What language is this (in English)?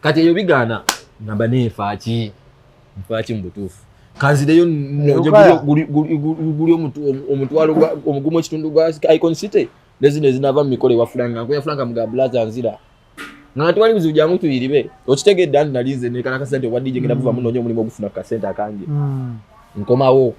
Ganda